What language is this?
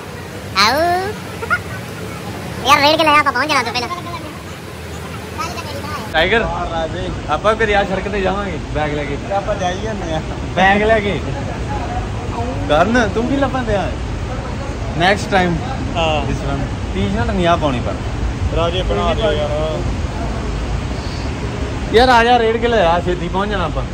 Punjabi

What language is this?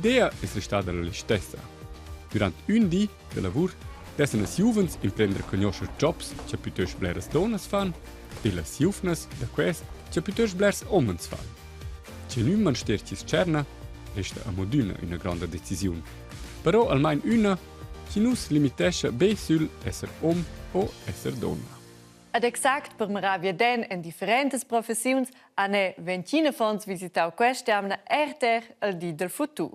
Romansh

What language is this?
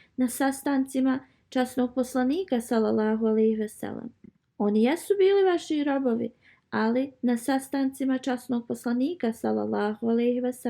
Bosnian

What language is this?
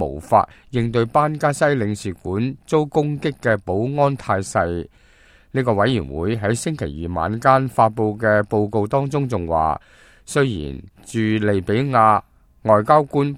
Cantonese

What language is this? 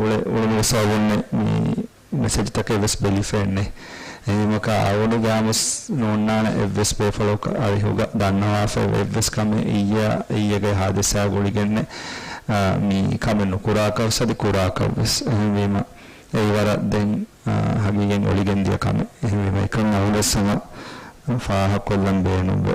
Divehi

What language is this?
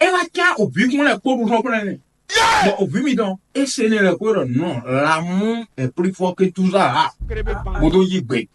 Fon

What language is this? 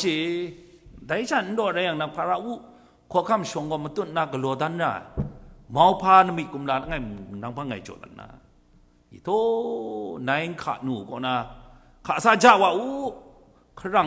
Kachin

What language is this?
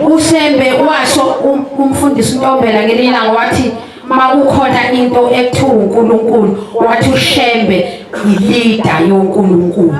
Zulu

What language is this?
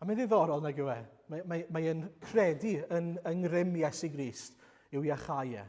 Welsh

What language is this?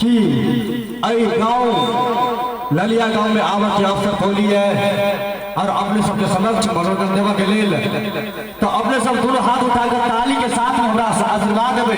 Maithili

